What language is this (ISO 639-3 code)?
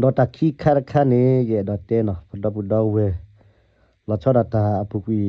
ksw